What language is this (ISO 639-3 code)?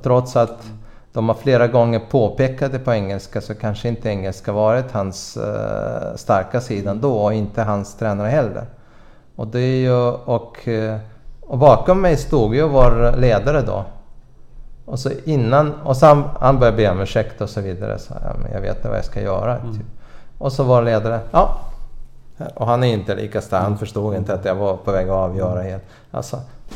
swe